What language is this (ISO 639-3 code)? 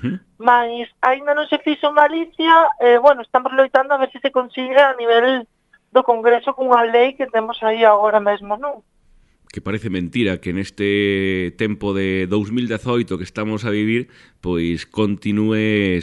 glg